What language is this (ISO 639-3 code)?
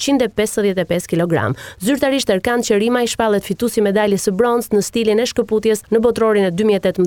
sqi